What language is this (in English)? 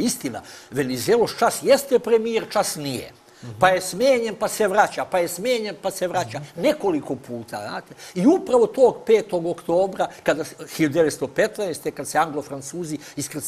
Serbian